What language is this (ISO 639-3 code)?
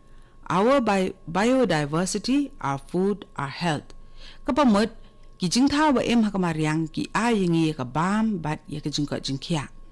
kha